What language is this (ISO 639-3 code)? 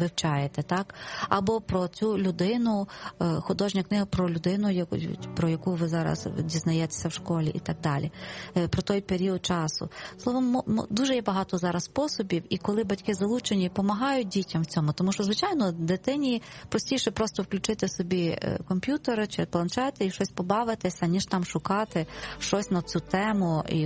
ukr